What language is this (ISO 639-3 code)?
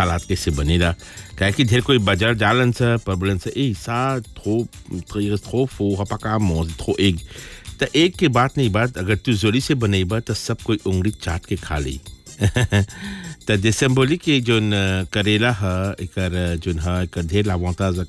bho